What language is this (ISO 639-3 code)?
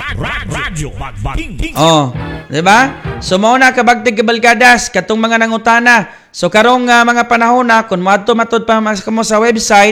ceb